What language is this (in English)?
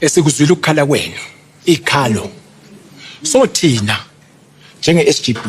Zulu